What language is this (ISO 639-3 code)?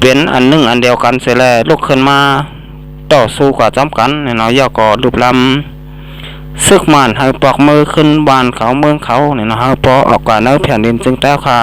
shn